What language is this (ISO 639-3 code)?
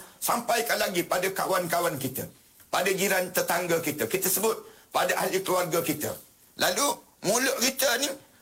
msa